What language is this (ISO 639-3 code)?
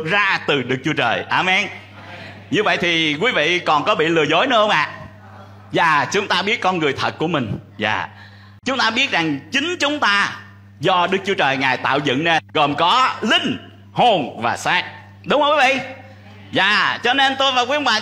vie